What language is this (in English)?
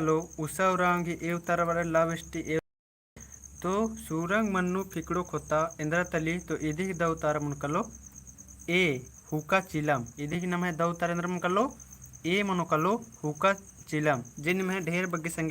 Kurukh